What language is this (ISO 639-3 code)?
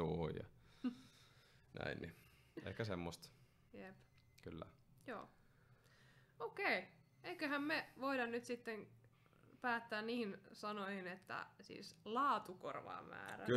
fin